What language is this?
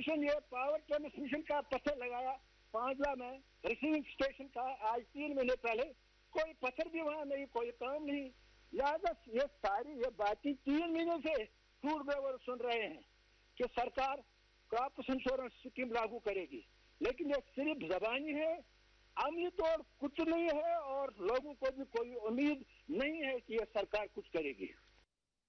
Urdu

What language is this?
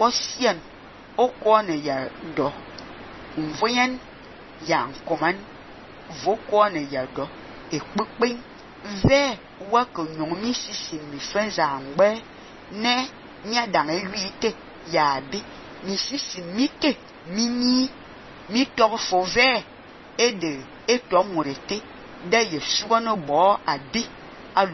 Fang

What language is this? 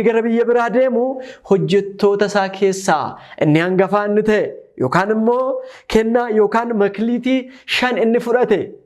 Oromo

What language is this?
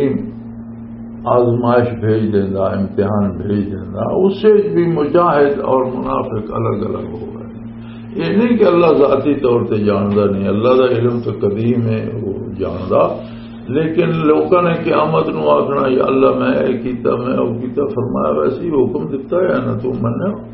Western Panjabi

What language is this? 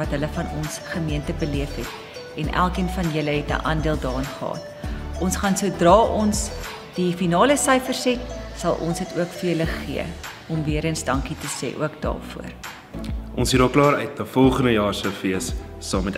Afrikaans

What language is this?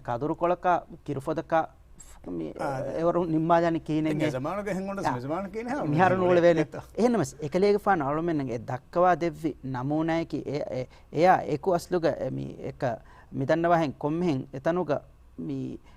Divehi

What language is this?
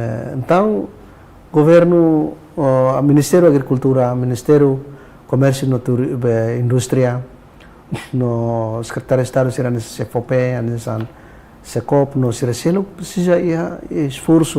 Tetum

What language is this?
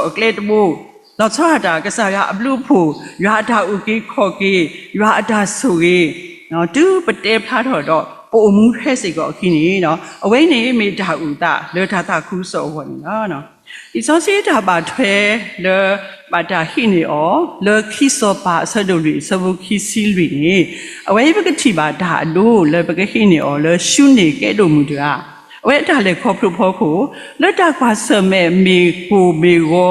S'gaw Karen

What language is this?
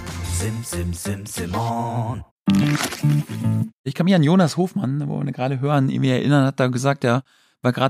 German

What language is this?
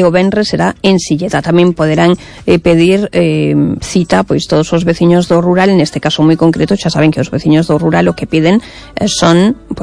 Galician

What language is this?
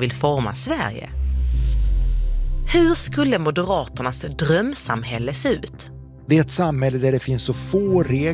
Swedish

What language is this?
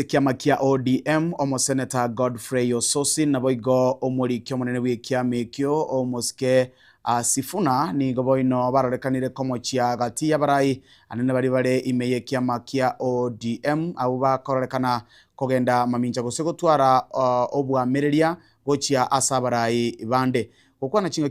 Gusii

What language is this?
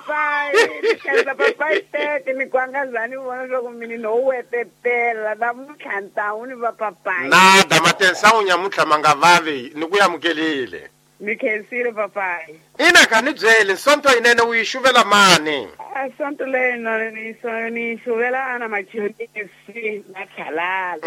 Tsonga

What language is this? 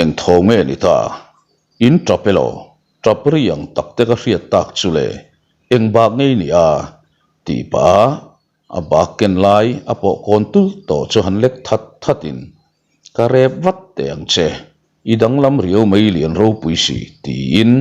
Mizo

